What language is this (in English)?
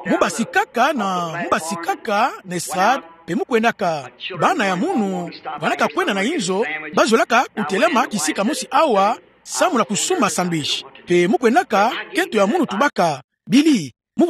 Kituba (Democratic Republic of Congo)